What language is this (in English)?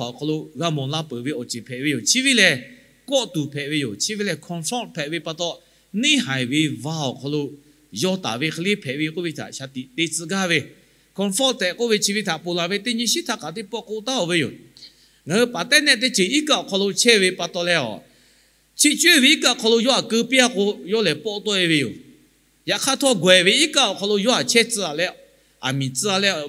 Lahu